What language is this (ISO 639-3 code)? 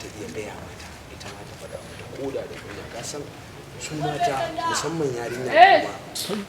hau